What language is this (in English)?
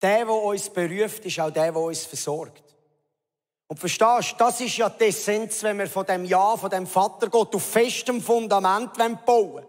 Swiss German